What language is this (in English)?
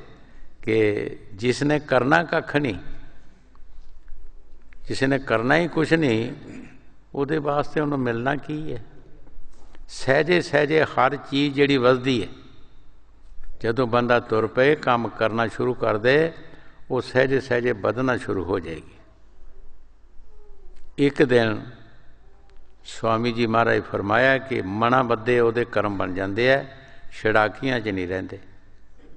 Punjabi